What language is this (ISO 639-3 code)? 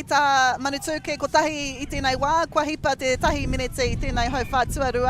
mri